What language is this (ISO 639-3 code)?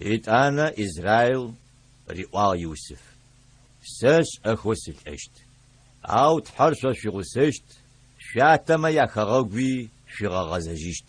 ady